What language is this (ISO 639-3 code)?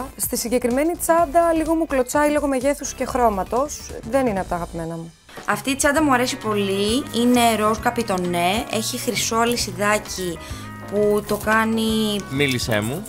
ell